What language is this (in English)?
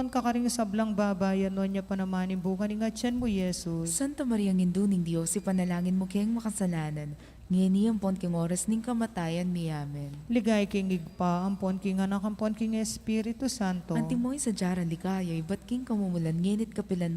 Pampanga